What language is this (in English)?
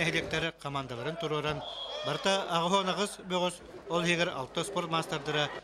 Yakut